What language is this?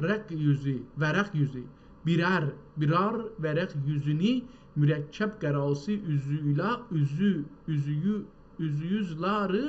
South Azerbaijani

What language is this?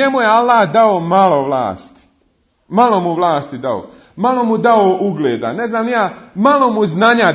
Bosnian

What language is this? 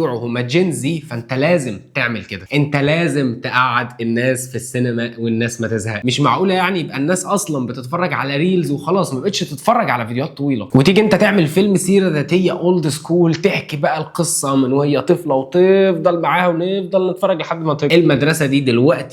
Egyptian Arabic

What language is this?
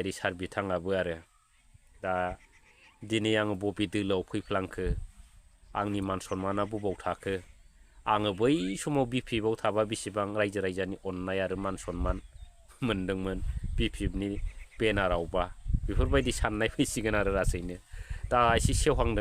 Bodo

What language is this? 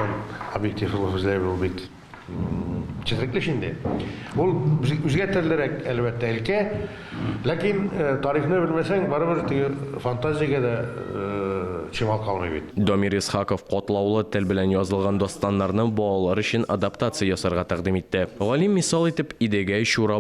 Tatar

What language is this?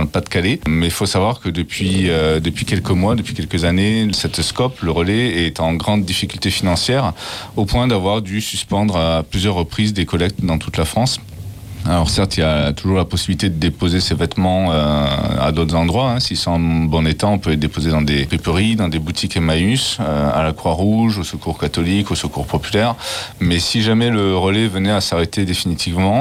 French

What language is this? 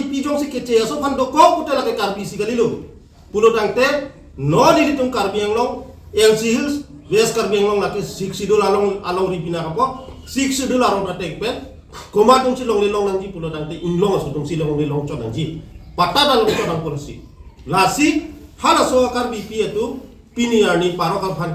Karbi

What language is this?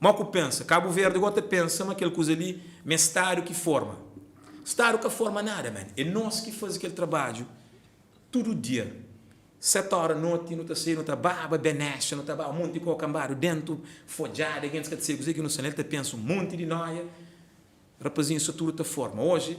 Kabuverdianu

